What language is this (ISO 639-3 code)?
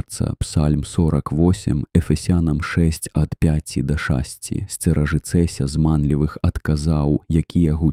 bel